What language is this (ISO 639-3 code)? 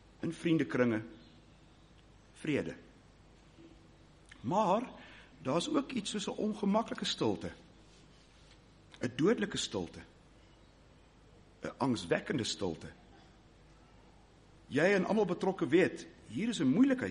afr